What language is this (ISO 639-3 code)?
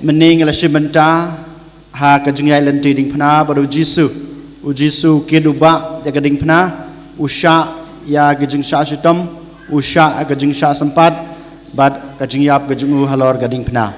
kha